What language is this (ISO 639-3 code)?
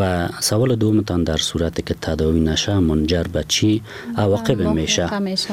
fas